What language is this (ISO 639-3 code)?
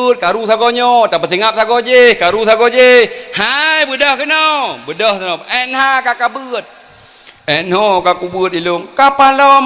ace